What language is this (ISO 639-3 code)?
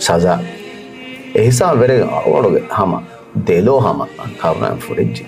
div